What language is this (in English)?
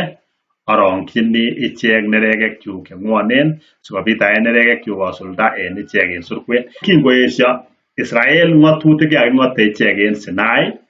Kalenjin